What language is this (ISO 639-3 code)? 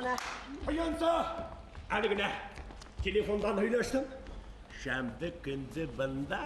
bak